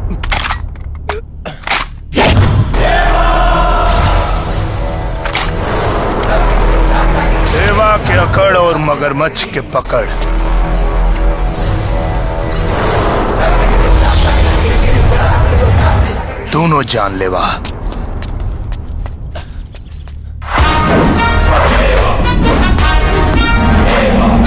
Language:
Bhojpuri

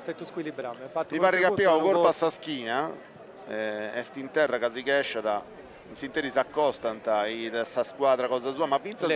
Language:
Sardinian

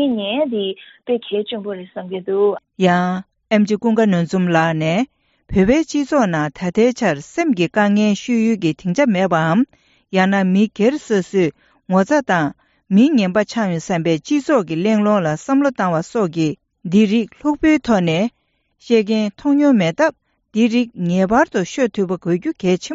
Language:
Tibetan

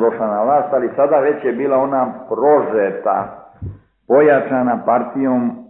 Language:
Serbian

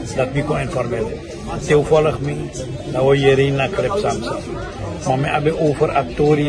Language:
Sranan Tongo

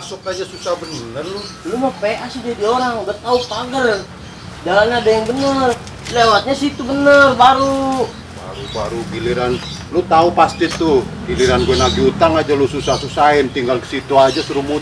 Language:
Betawi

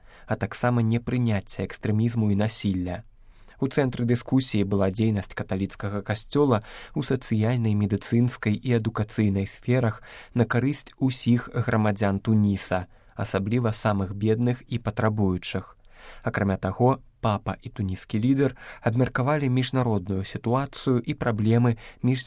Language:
Belarusian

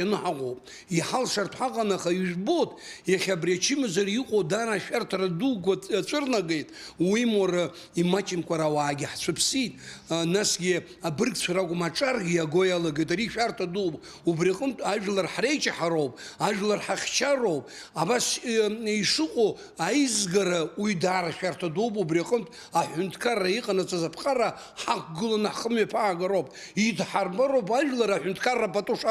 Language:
Abkhazian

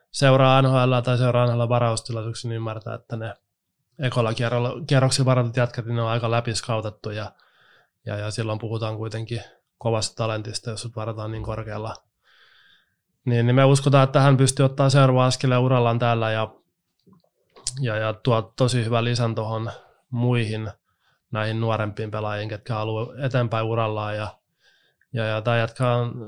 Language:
Finnish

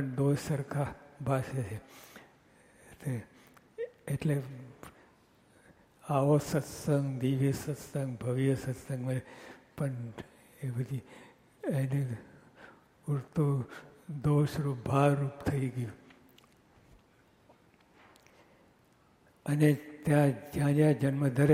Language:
Gujarati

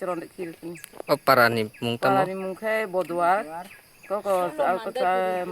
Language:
Kok Borok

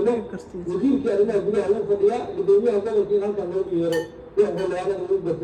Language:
Somali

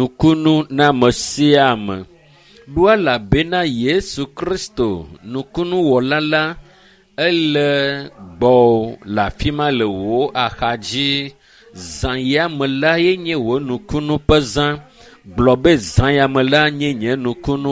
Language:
Ewe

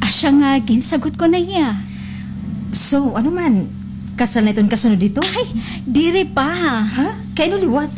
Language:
Waray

